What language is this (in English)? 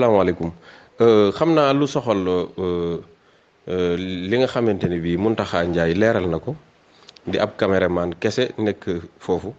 Wolof